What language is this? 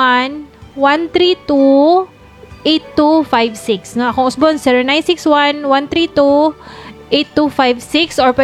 Cebuano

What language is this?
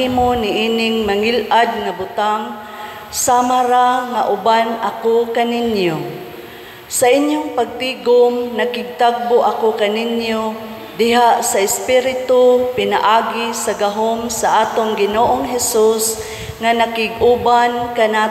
Cebuano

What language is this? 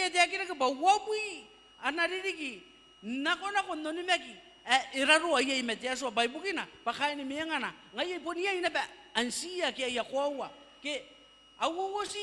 Gilbertese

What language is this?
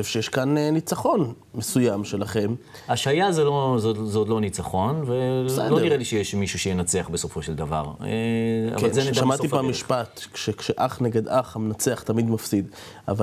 Hebrew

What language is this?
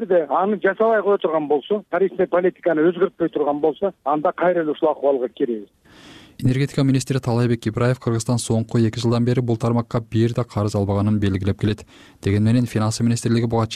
Kyrgyz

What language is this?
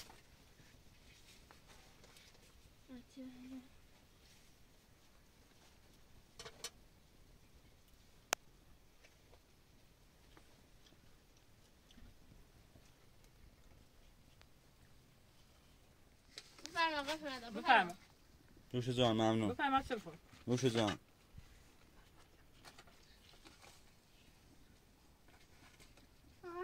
Persian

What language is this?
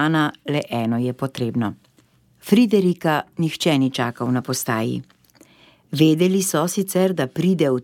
Slovenian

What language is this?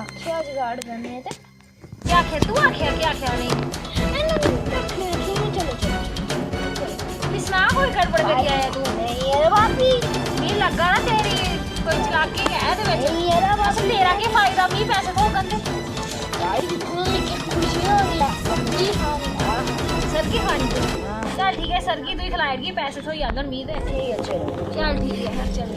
Dogri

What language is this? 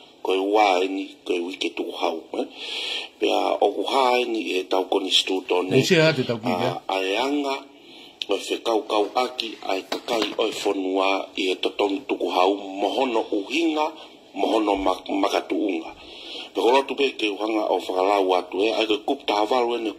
Tongan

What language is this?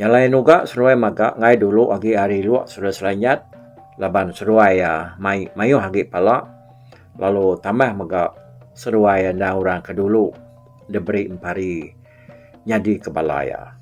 Iban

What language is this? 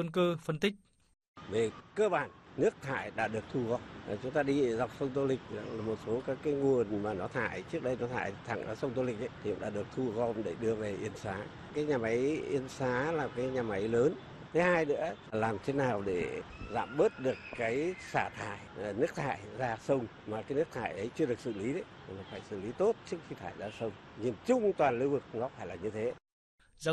Vietnamese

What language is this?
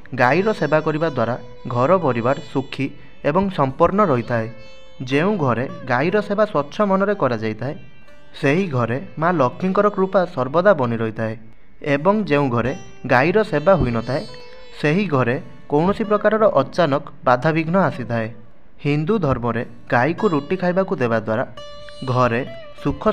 Odia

